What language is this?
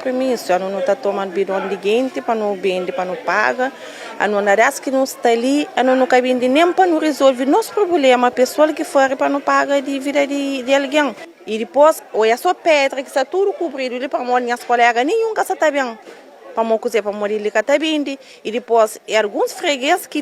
Kabuverdianu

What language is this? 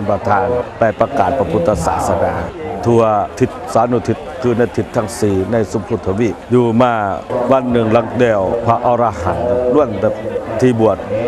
Lao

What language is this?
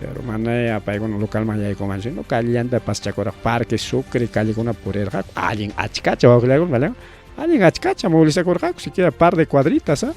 Ayacucho Quechua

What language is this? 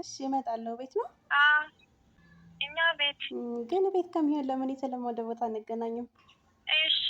Amharic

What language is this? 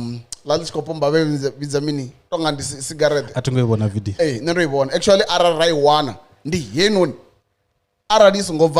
Venda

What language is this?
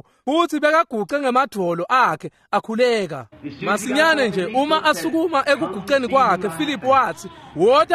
Swati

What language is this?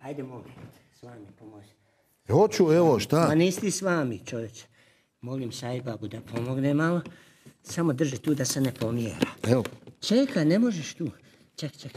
Croatian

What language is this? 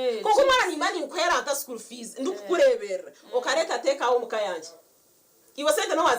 Nyankole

